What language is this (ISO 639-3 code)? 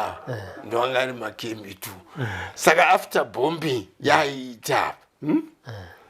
sna